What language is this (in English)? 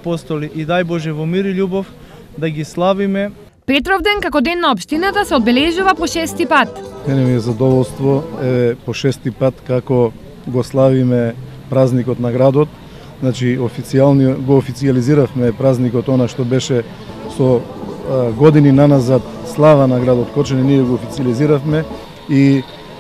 Macedonian